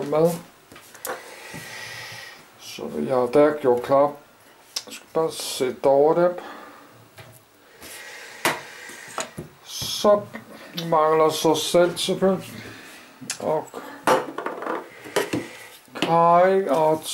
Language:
Danish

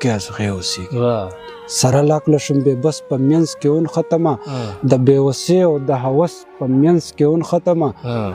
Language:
Pashto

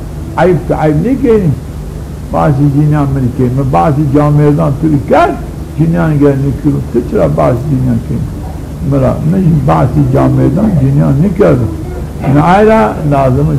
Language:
Zaza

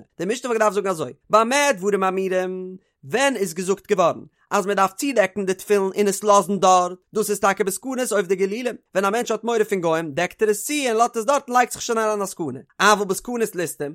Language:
Yiddish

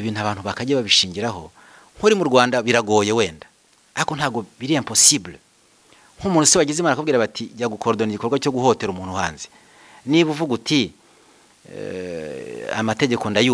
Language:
Kinyarwanda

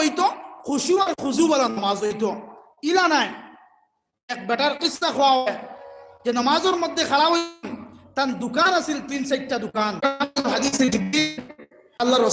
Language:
Sylheti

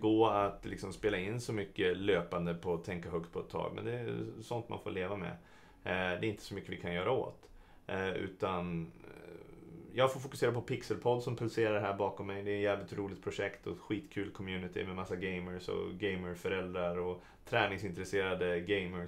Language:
Swedish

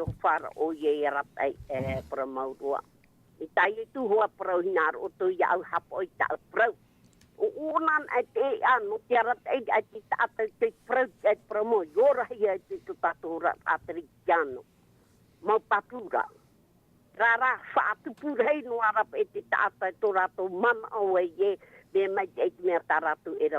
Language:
Tahitian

